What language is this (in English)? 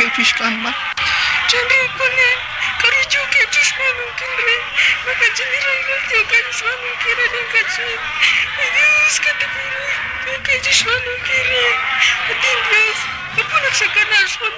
Kekchí